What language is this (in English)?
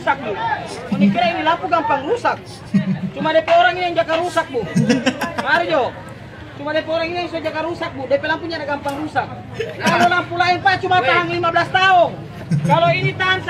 Manado Malay